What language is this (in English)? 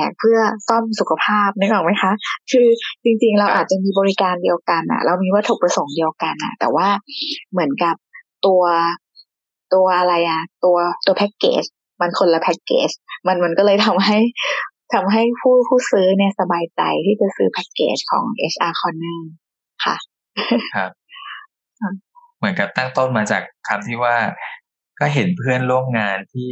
Thai